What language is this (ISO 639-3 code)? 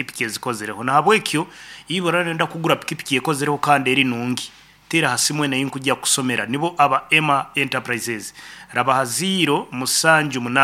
nyn